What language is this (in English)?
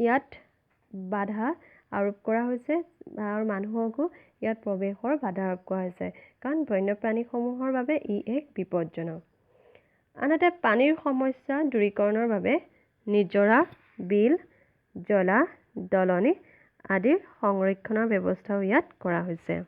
Assamese